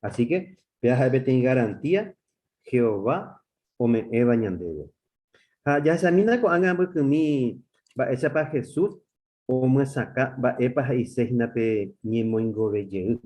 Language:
Guarani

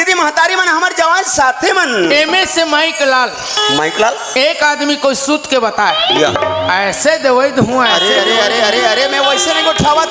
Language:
Chhattisgarhi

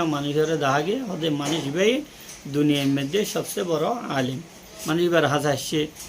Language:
Rohingya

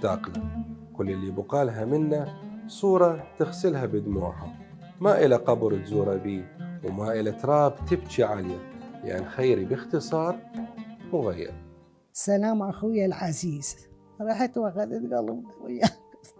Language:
Mesopotamian Arabic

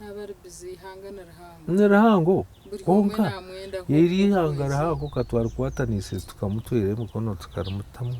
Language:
Nyankole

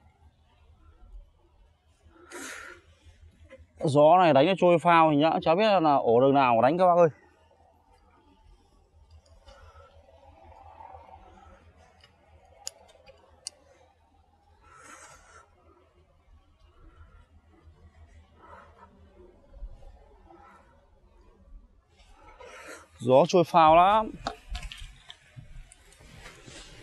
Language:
Vietnamese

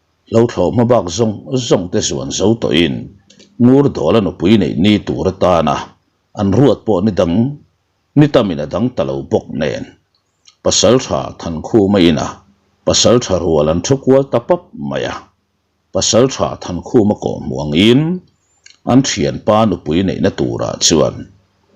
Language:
Mizo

